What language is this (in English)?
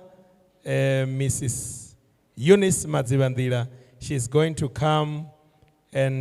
Venda